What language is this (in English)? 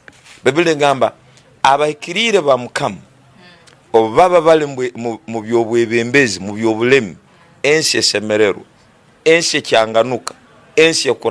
Tooro